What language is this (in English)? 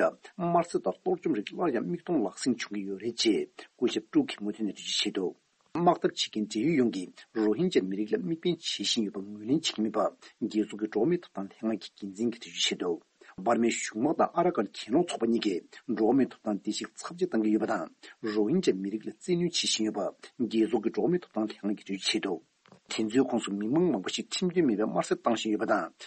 Tibetan